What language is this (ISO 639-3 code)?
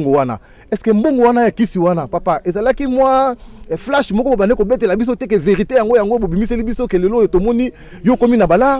lin